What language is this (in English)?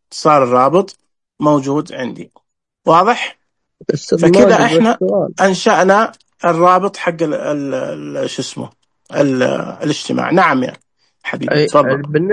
Najdi Arabic